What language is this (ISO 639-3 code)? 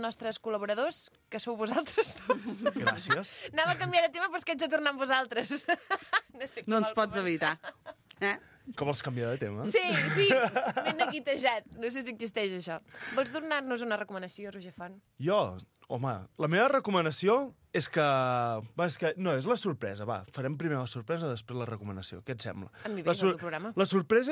cat